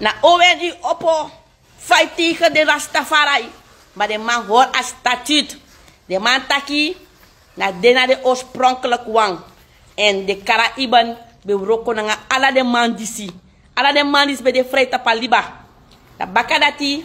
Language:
Sranan Tongo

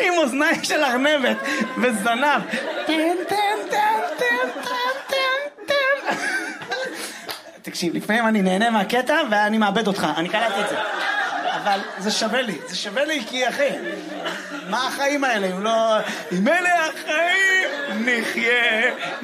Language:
Hebrew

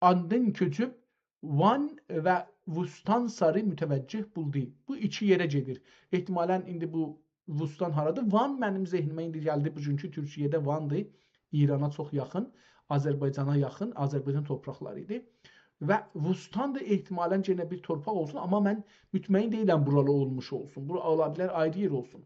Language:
South Azerbaijani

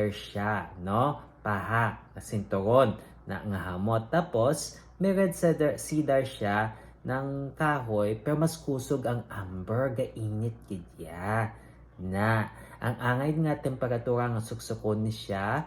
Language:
Hiligaynon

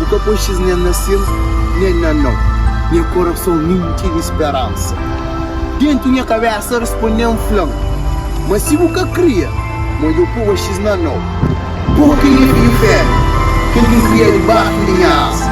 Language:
Kabuverdianu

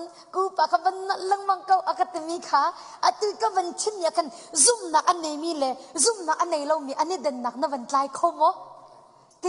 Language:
Hakha Chin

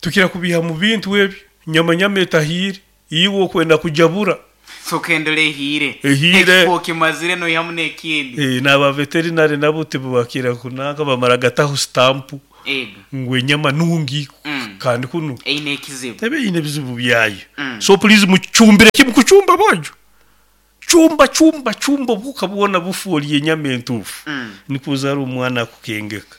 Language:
Nyoro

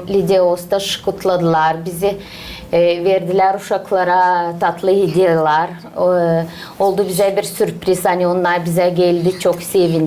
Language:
Gagauz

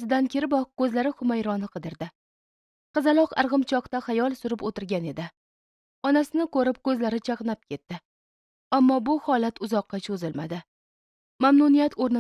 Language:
Uzbek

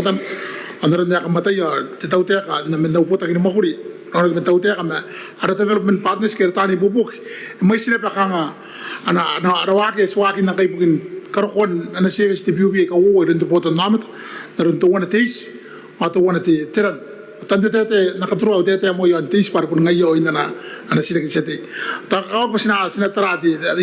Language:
Gilbertese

